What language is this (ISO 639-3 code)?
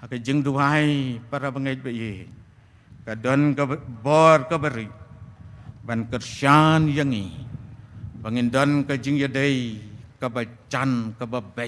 kha